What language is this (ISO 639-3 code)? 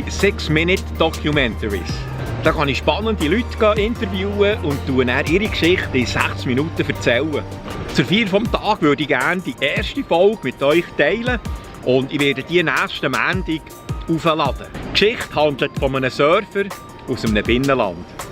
gsw